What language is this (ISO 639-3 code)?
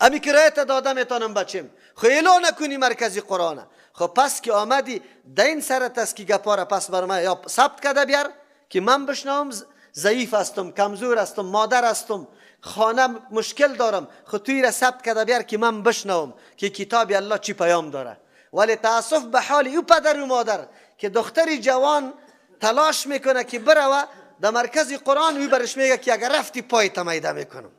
fas